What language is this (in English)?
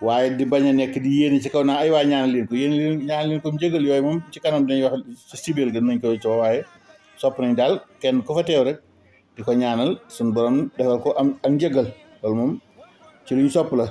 Wolof